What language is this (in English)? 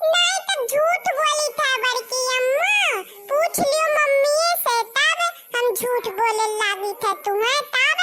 Awadhi